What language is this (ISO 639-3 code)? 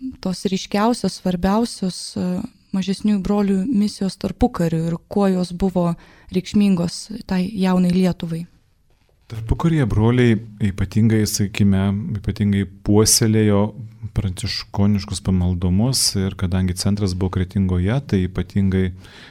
lit